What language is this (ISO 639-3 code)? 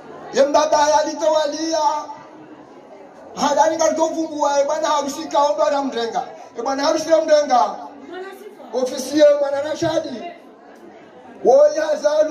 swa